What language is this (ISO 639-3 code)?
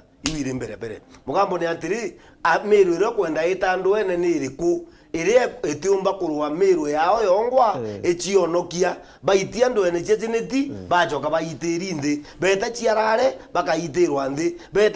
mer